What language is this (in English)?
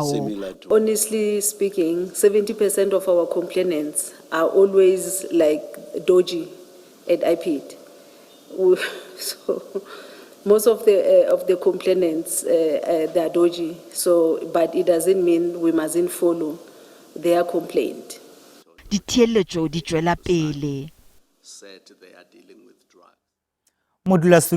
Northern Sotho